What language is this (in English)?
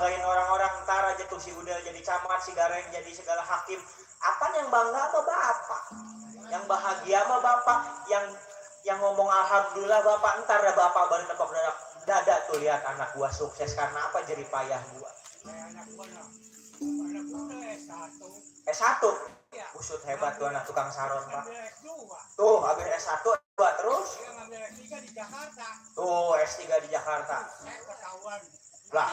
Betawi